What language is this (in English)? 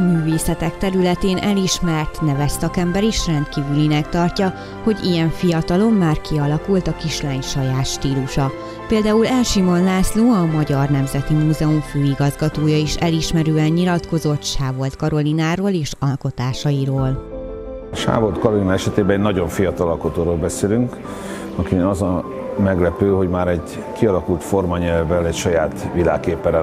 Hungarian